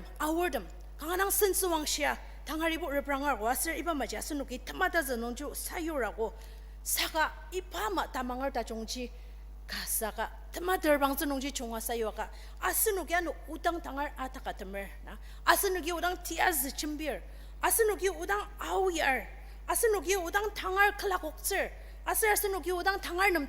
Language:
Ao Naga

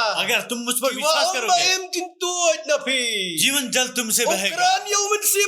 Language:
Khasi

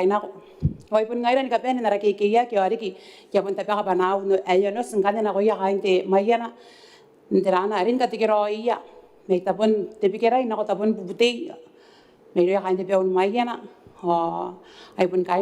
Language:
Gilbertese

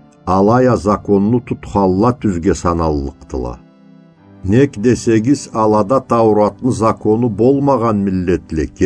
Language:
Karachay-Balkar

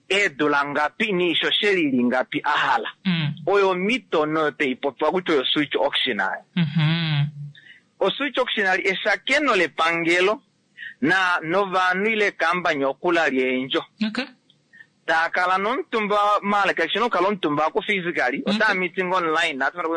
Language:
Kuanyama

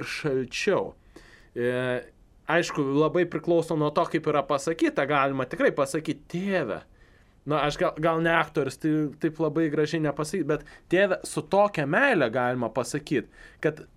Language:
Lithuanian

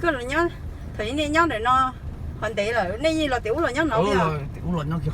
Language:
Hmong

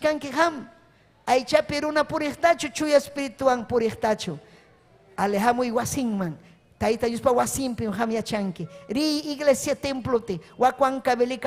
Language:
Ayacucho Quechua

